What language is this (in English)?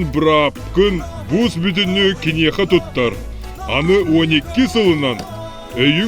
Yakut